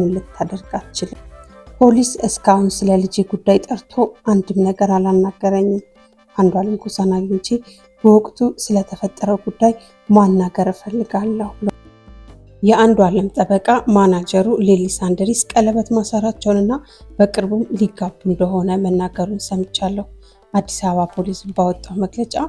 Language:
Amharic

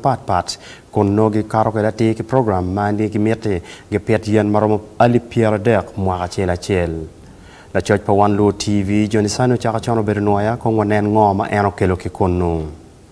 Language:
Acoli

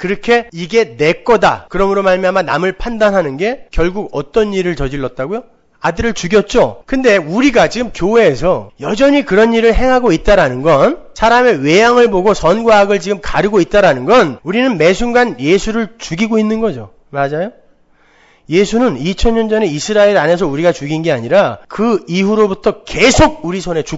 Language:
Korean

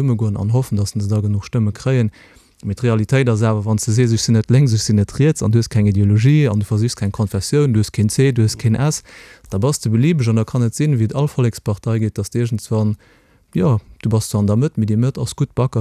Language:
Luxembourgish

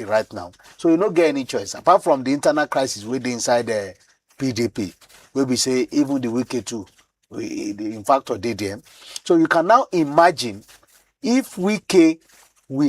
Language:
Nigerian Pidgin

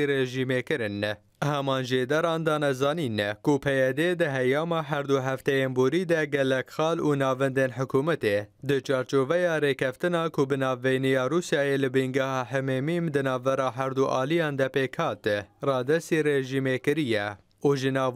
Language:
Kurdish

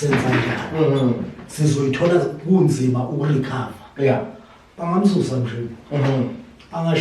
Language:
Zulu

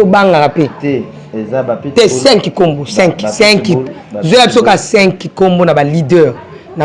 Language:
Lingala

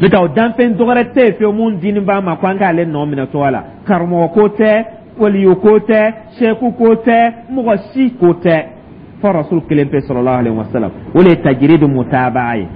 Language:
Dyula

